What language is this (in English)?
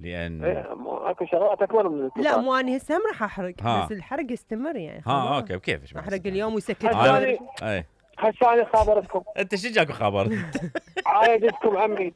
Mesopotamian Arabic